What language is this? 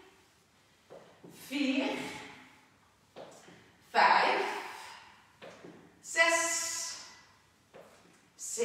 Dutch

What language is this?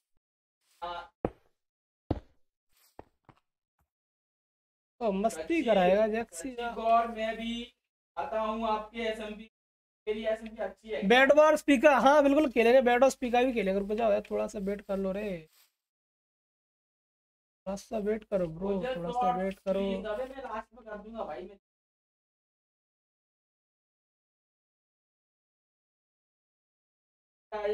Hindi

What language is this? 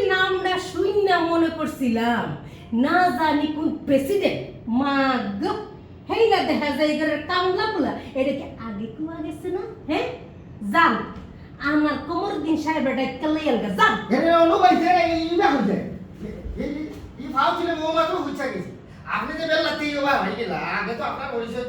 Sylheti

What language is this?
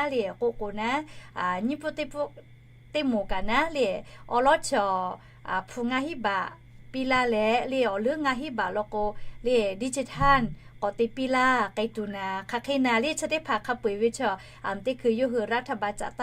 Lahu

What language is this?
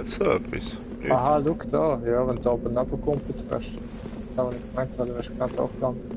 Swiss German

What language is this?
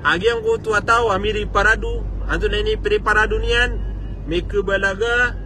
Maranao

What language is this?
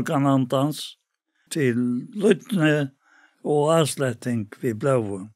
Faroese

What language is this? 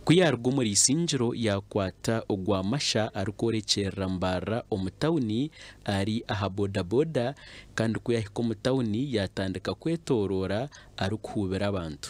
Nyankole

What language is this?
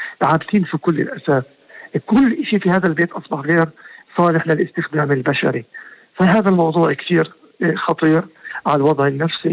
North Levantine Arabic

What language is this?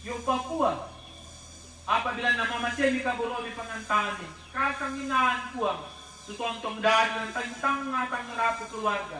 Toraja-Sa'dan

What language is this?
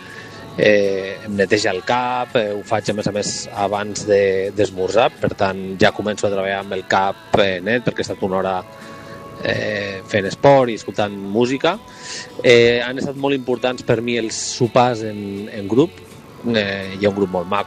Catalan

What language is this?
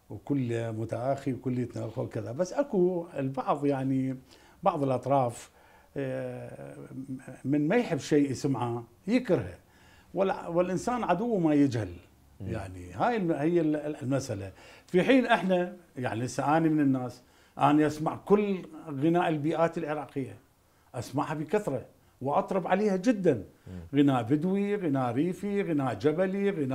Mesopotamian Arabic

